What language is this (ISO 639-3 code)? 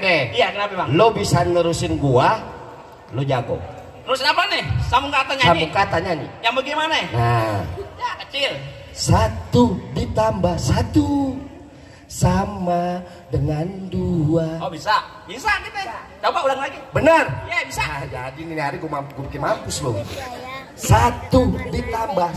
bew